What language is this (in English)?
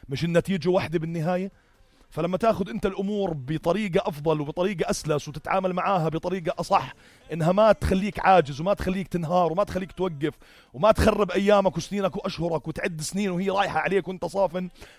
North Levantine Arabic